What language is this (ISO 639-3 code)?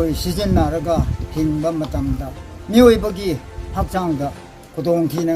mni